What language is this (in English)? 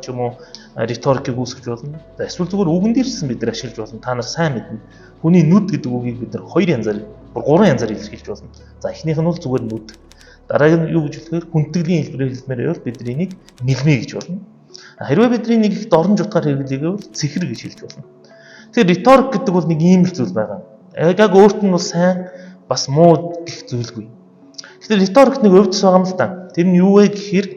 Mongolian